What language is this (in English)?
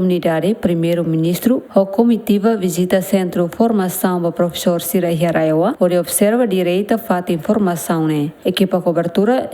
Tetum